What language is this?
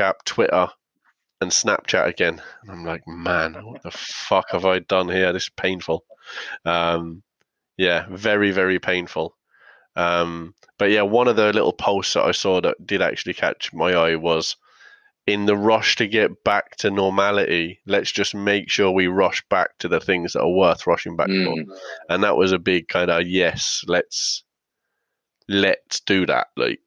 English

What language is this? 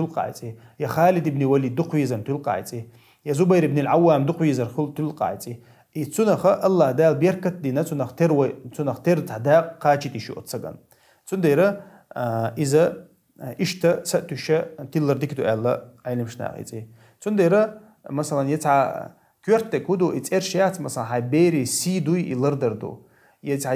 Chechen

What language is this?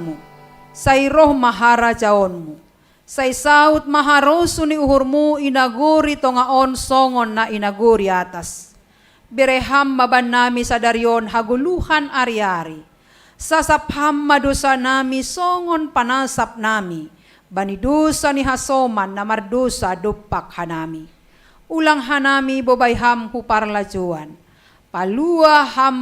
Batak Simalungun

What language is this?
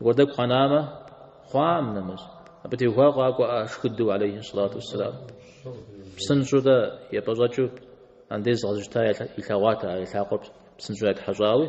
Kabardian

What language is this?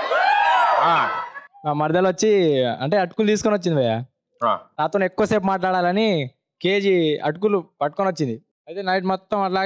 Telugu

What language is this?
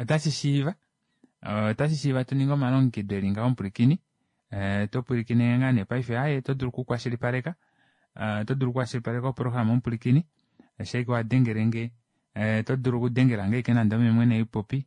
Kuanyama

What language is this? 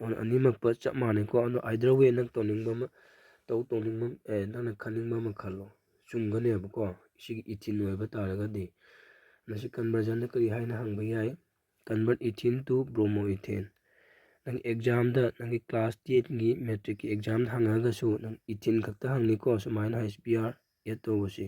Manipuri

